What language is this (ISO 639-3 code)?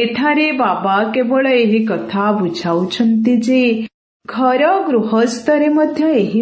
ori